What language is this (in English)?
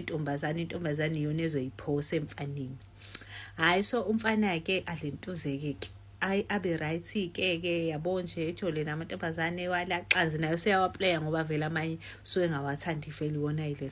Zulu